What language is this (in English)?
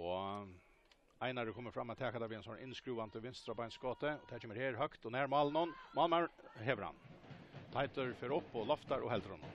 Faroese